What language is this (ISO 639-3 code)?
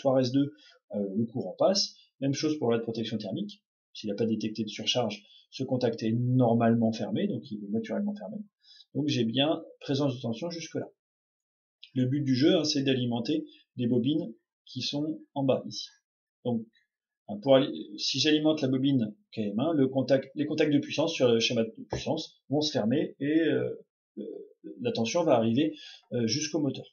fra